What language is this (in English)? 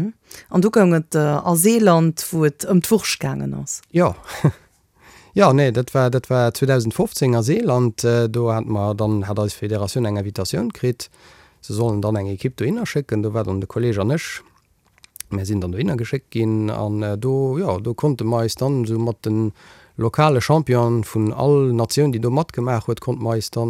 Luxembourgish